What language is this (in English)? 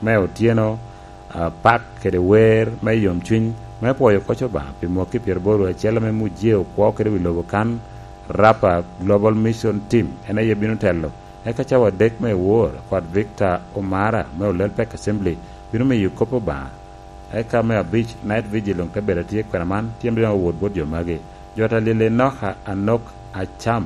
Lango (Uganda)